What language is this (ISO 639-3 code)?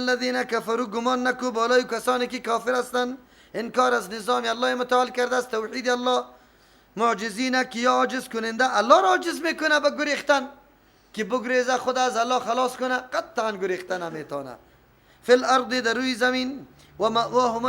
fas